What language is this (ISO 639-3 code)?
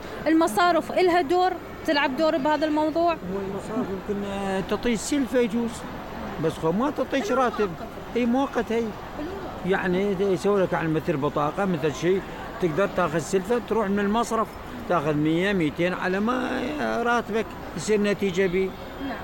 acm